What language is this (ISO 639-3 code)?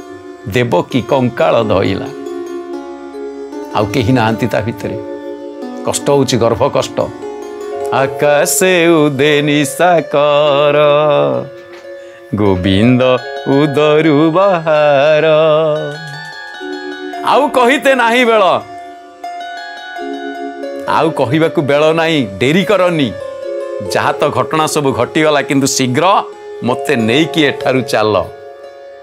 ori